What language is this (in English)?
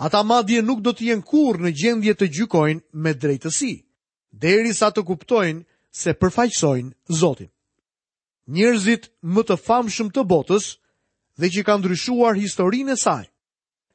Albanian